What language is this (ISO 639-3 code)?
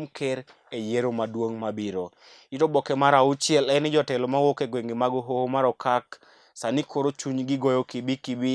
luo